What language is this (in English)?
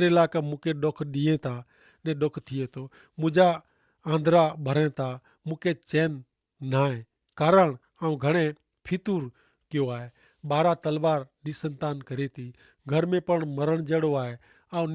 Kachhi